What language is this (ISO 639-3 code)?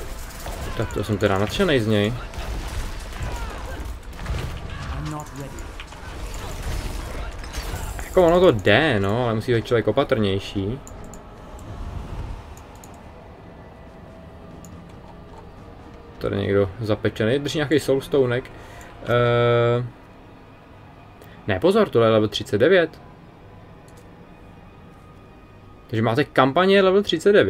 ces